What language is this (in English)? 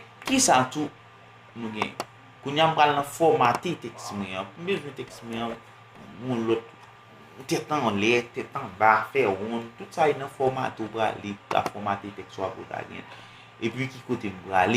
Haitian Creole